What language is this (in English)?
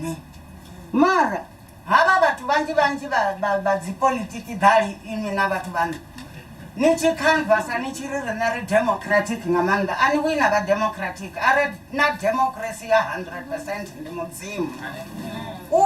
Venda